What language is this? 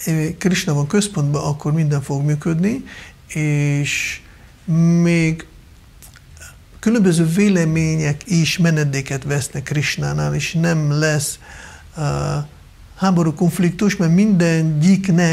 Hungarian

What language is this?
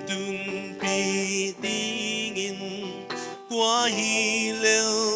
Paite Chin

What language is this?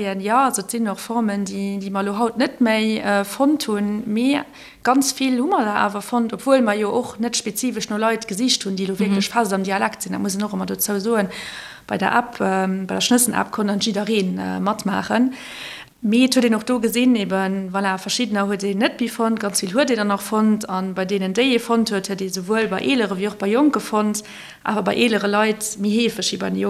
Luxembourgish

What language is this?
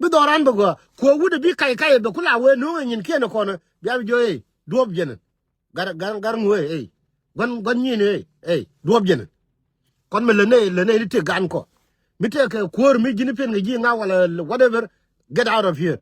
Nuer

